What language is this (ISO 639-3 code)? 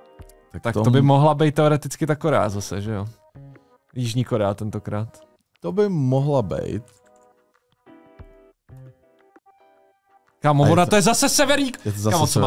ces